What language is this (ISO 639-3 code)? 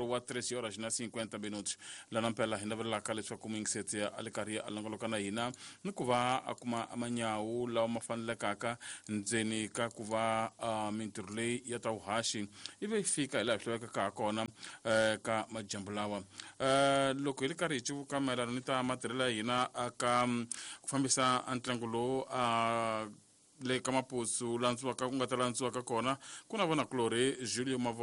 tso